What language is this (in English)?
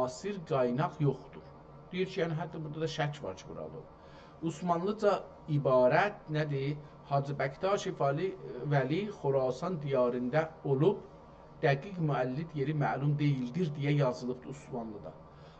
South Azerbaijani